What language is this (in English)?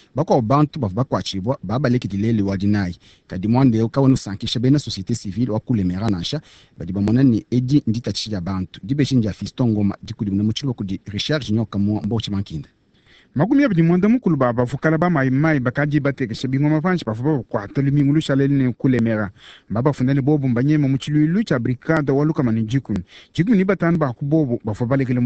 Luba-Lulua